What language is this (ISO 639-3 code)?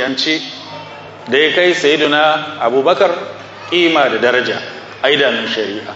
hau